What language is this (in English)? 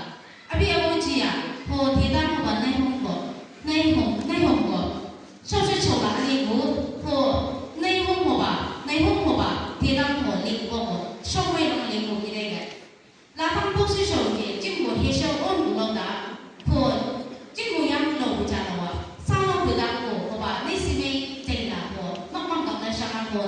Chang Naga